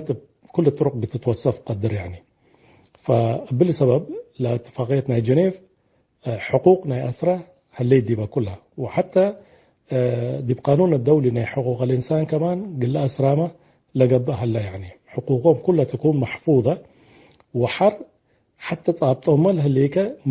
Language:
Tigre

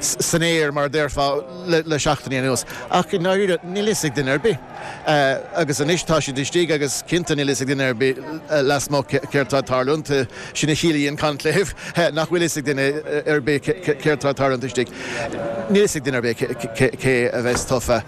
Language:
Irish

